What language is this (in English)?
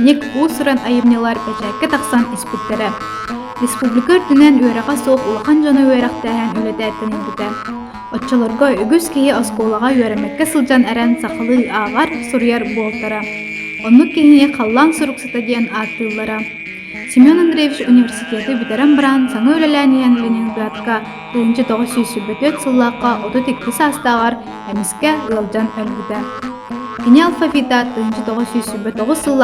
Yakut